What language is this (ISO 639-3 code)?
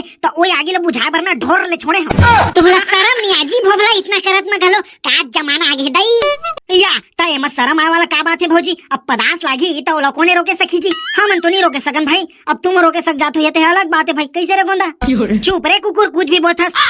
hne